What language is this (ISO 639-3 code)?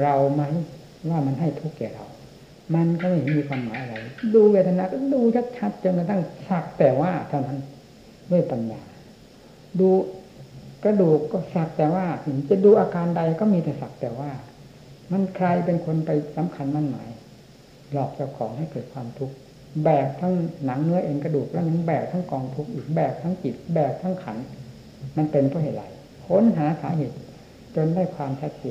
tha